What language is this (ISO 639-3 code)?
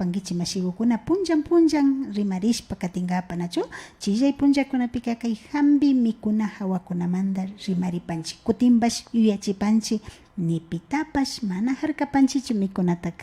qvi